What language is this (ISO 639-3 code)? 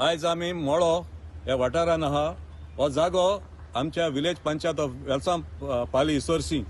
kok